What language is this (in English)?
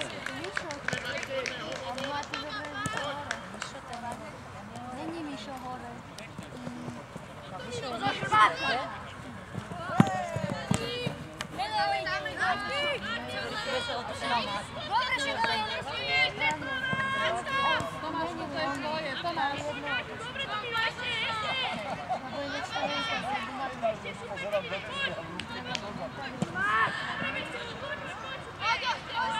Slovak